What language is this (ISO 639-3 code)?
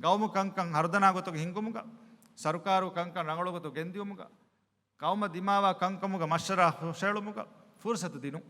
div